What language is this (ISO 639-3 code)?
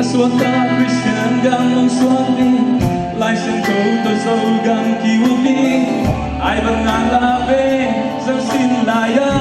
ctd